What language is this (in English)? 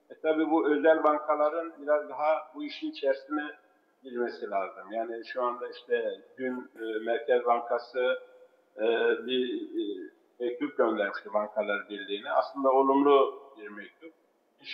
Turkish